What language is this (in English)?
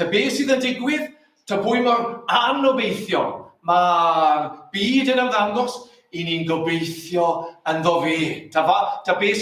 Welsh